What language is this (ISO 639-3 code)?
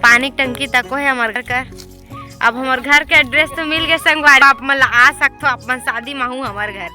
hne